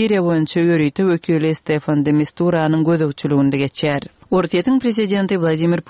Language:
Kyrgyz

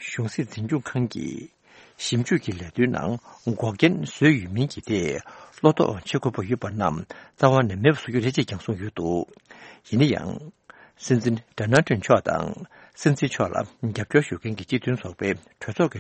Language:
Tibetan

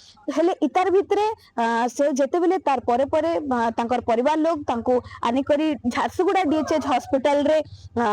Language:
Odia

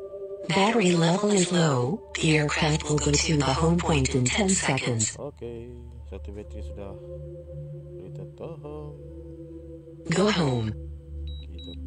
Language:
Malay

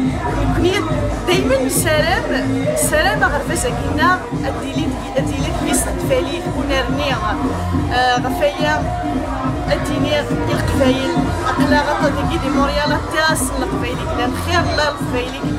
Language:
Kabyle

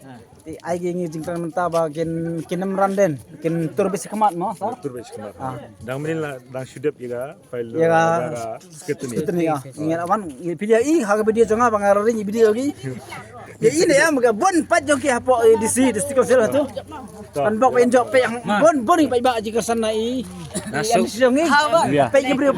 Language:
Khasi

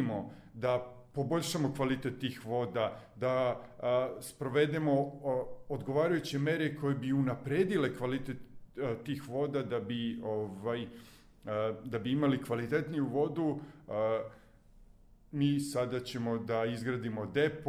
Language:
Serbian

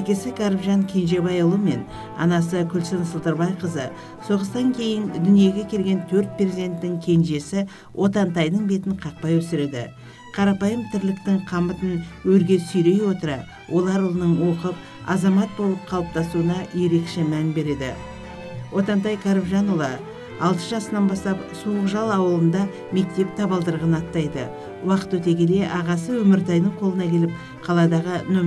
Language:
Kazakh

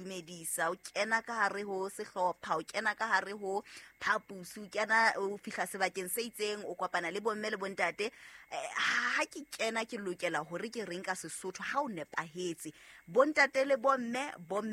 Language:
Southern Sotho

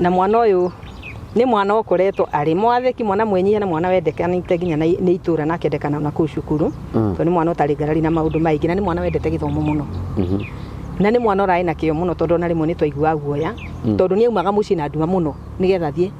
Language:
Kikuyu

